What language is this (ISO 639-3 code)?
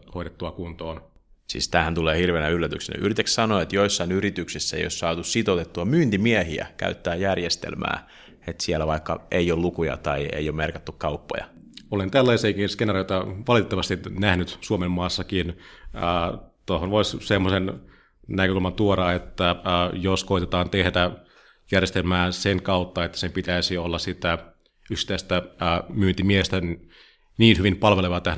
fin